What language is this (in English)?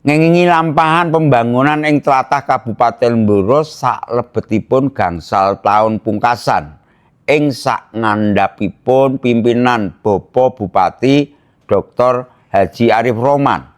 Javanese